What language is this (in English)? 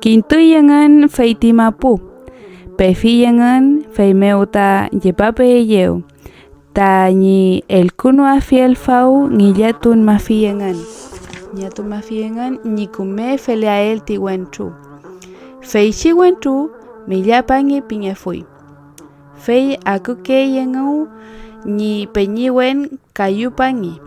Mapuche